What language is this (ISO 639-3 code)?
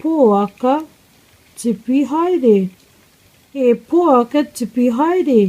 mri